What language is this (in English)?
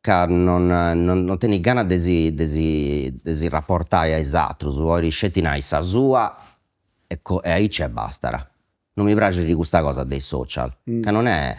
Sardinian